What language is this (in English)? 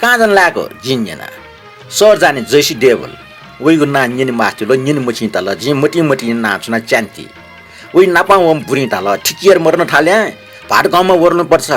Newari